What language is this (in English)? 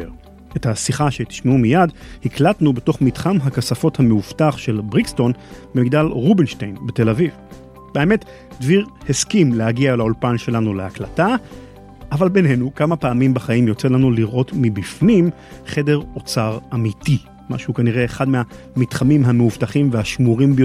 Hebrew